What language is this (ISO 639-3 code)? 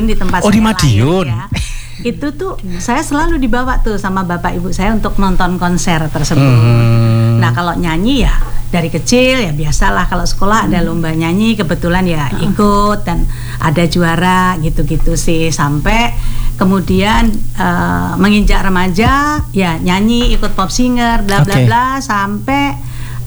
ind